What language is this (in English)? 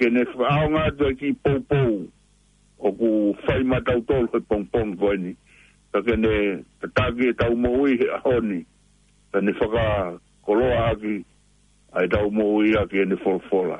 Tongan